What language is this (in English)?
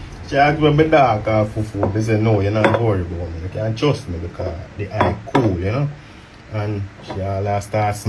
Jamaican Creole English